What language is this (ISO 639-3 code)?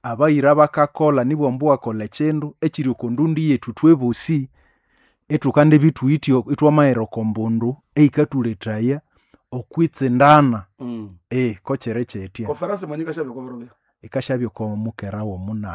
nnb